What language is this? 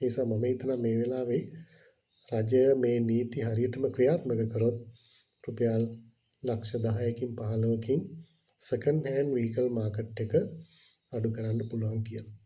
Sinhala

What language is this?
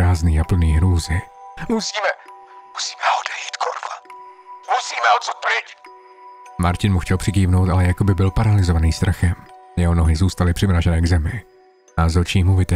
Czech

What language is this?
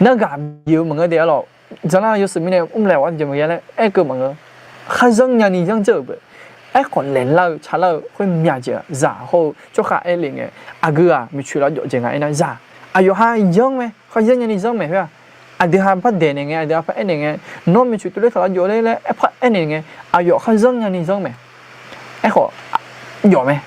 Akha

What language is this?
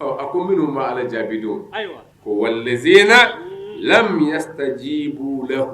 Bambara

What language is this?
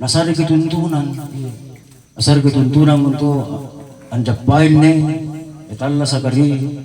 Makasar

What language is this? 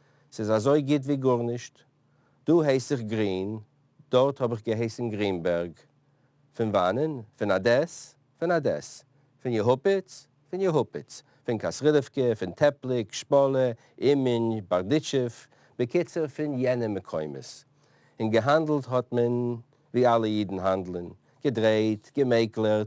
Yiddish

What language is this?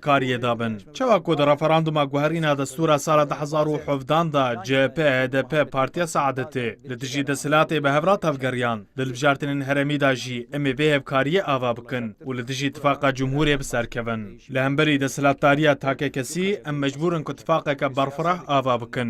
Kurdish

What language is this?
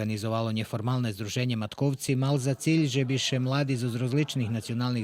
Rusyn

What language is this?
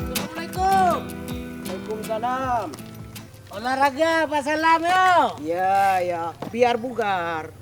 Achinese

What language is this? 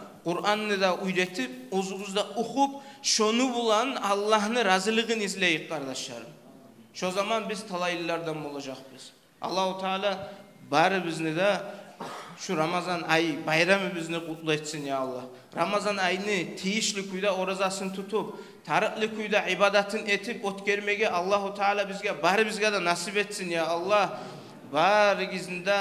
Kumyk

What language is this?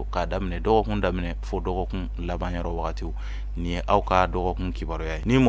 Bambara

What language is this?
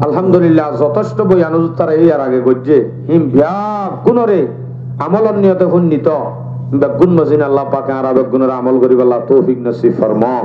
Rohingya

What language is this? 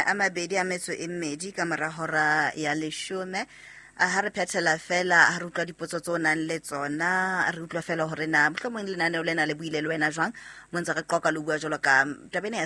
Southern Sotho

